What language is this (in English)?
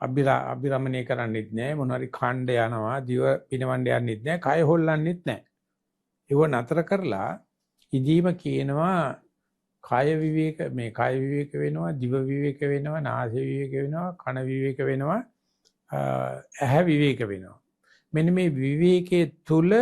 Sinhala